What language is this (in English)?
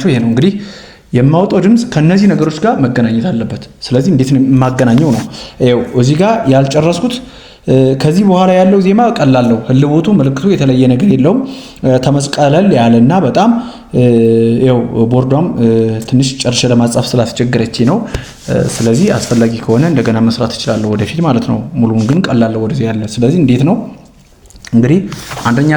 Amharic